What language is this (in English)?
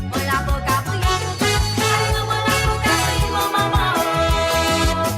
Morisyen